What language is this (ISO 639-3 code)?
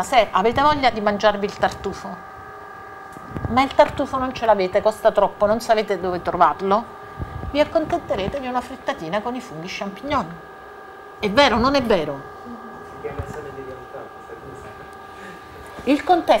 ita